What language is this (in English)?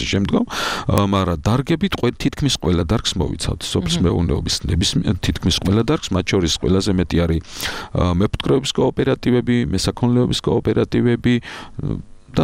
Georgian